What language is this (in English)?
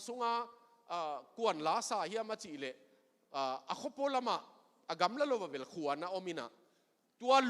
Tedim Chin